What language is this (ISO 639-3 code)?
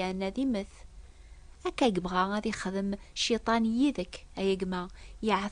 kab